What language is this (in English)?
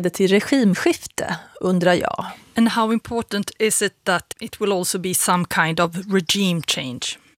Swedish